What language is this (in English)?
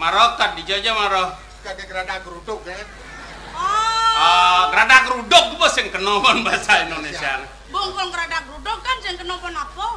Balinese